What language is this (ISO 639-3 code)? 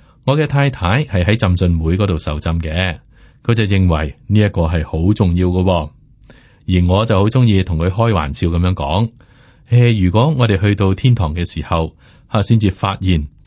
yue